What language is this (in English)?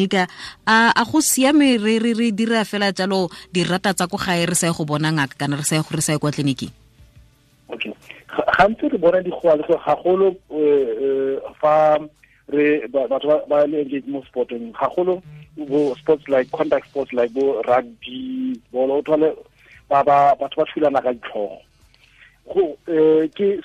Tswana